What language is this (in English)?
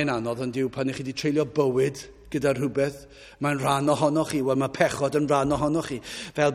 Welsh